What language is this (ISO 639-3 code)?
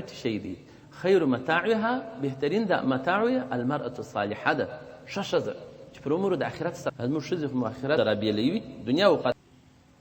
pus